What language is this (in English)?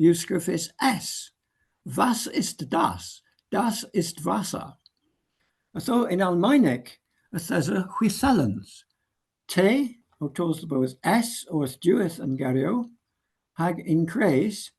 Cornish